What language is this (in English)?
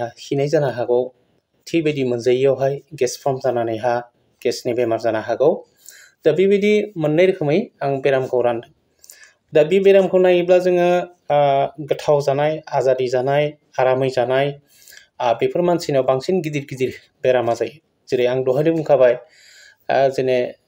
Bodo